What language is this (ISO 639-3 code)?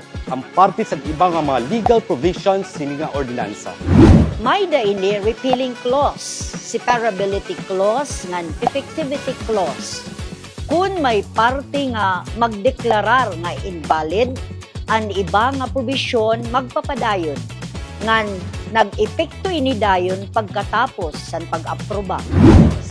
war